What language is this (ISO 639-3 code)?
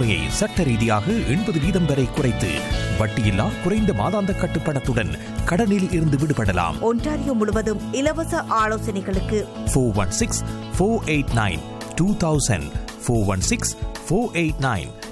tam